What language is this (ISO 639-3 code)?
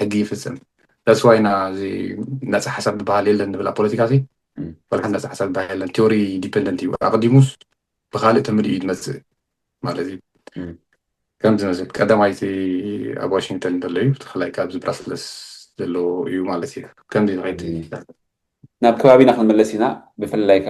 tir